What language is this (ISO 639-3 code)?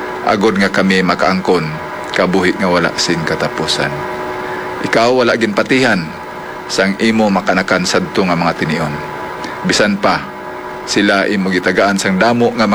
hil